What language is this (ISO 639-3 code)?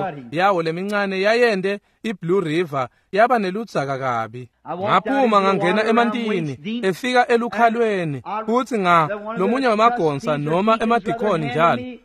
ssw